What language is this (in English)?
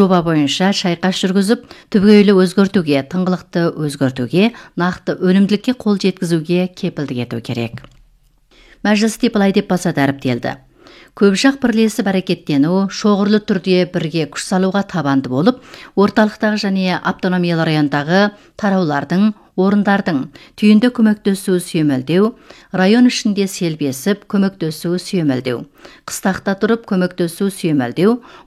Kazakh